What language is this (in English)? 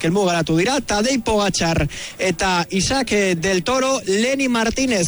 Basque